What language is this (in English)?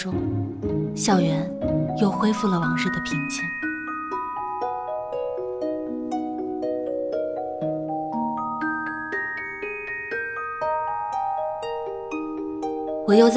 Chinese